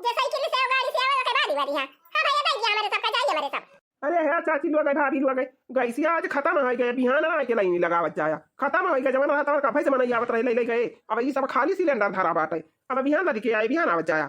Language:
Awadhi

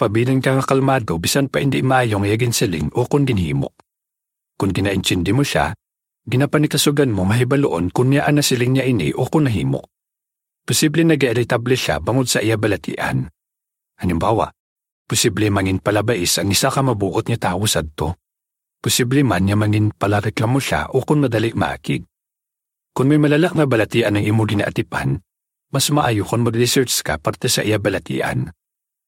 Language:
Hiligaynon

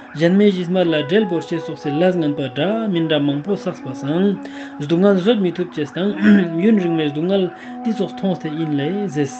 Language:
Ladakhi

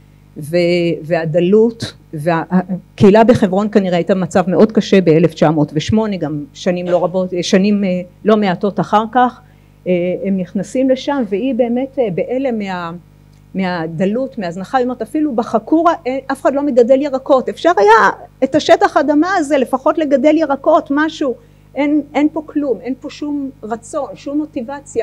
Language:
Hebrew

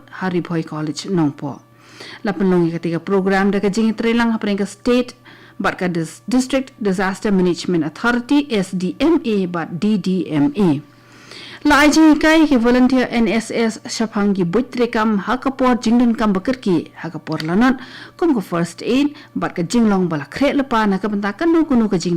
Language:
Khasi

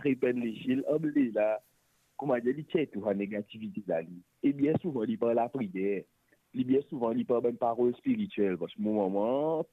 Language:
Morisyen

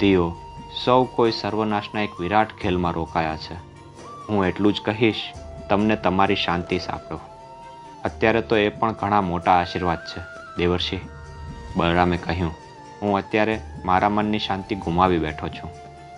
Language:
Gujarati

